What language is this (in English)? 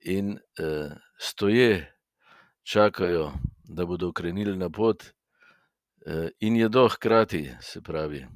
Slovenian